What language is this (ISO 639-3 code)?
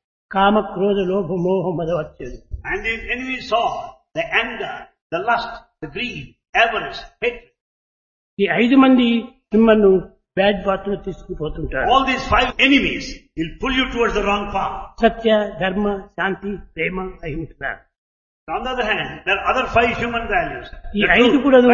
tel